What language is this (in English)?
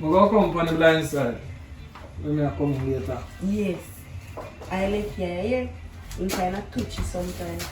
Jamaican Creole English